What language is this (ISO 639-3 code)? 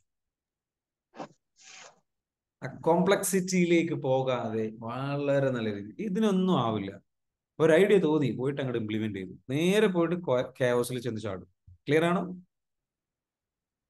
mal